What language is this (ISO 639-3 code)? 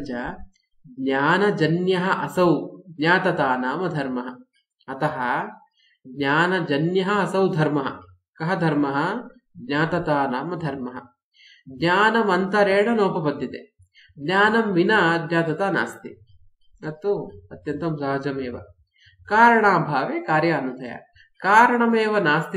san